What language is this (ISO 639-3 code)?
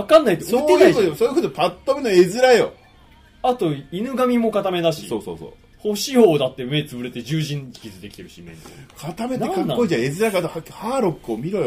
jpn